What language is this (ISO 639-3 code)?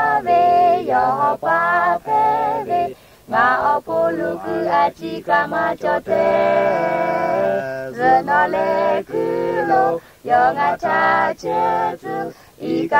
lhu